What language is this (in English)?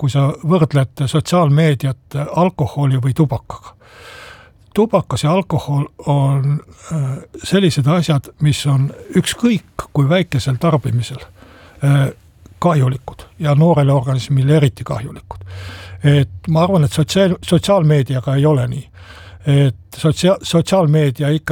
Estonian